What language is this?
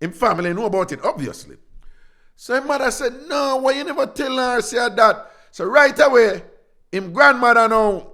Jamaican Creole English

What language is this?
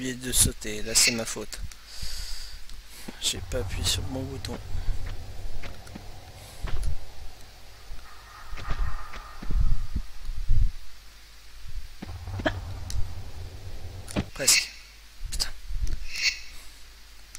French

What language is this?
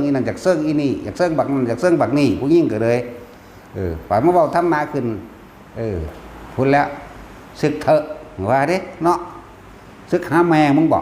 Northeastern Thai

